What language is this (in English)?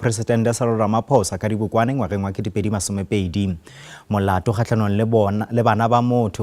Northern Sotho